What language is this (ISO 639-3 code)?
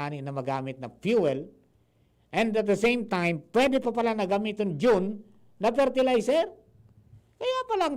bik